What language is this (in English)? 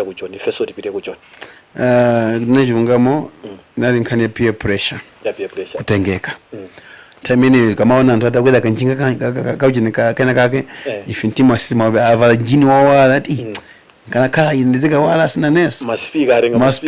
Nyanja